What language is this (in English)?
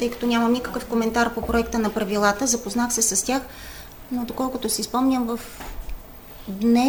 Bulgarian